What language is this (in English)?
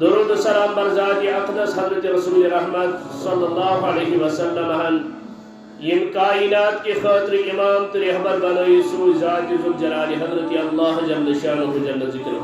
Kashmiri